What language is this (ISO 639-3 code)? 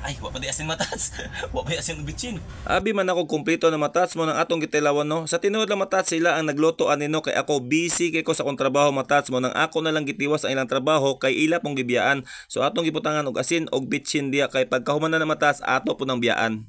ceb